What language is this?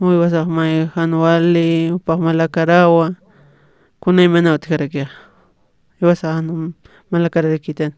Aymara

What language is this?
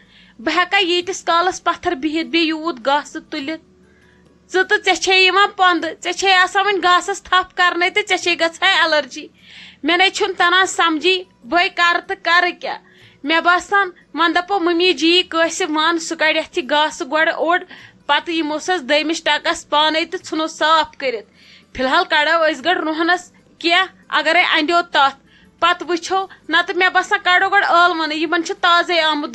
Kashmiri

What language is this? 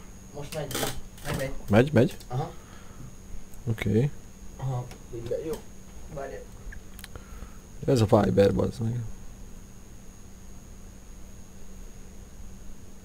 Hungarian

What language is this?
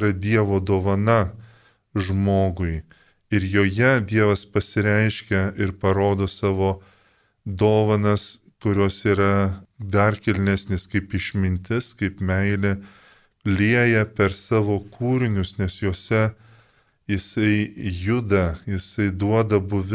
Lithuanian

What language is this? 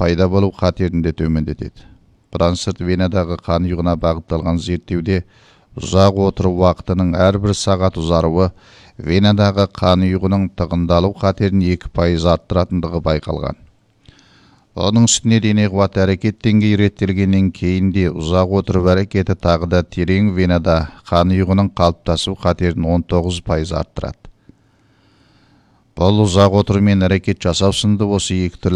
Kazakh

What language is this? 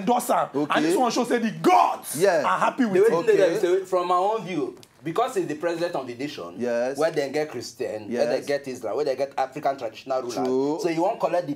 Nigerian Pidgin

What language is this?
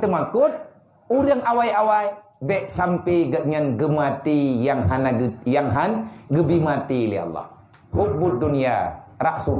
Achinese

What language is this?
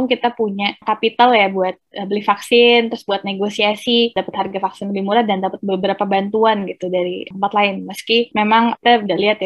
Indonesian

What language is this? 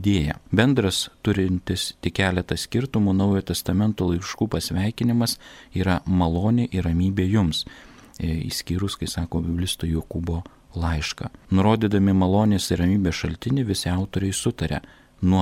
Lithuanian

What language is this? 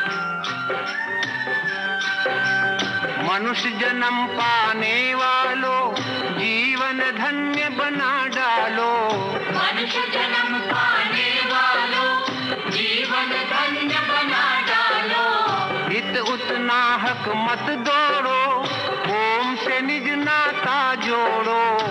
Hindi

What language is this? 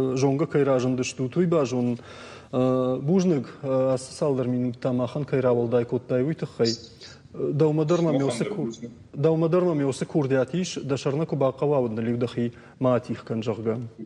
Ossetic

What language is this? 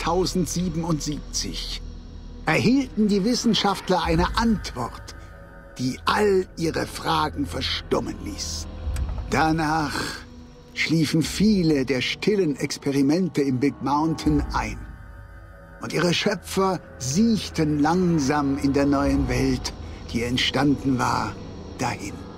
German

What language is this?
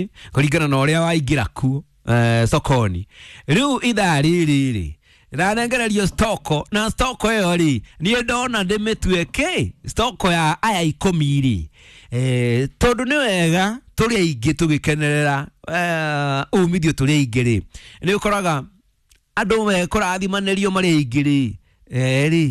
Kikuyu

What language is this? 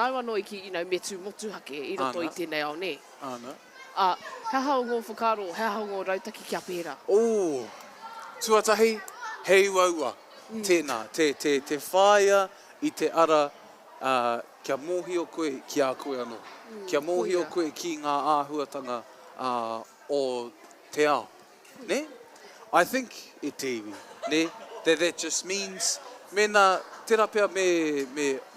Māori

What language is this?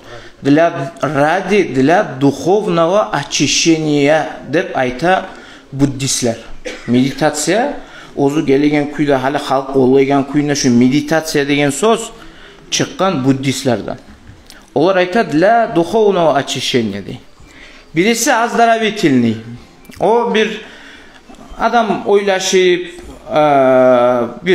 Kumyk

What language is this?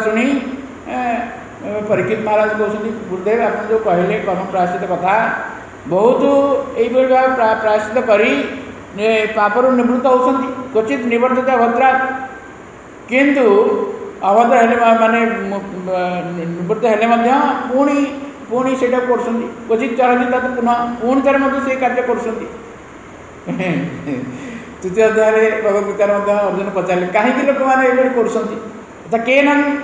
Odia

